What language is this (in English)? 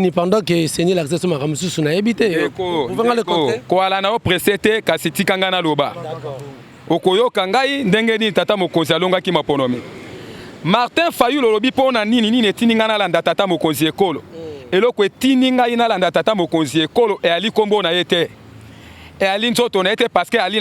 Lingala